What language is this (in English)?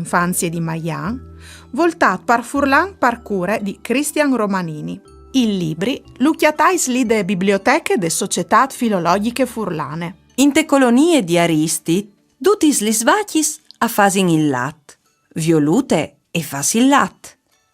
Friulian